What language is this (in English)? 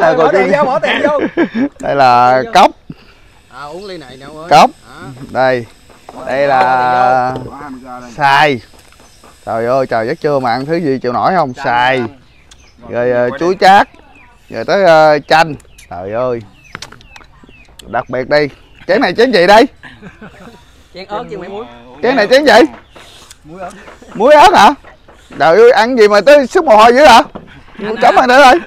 Vietnamese